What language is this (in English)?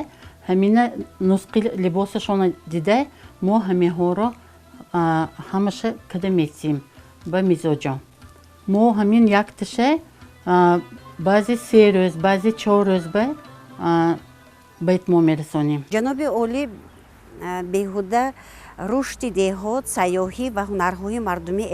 Tajik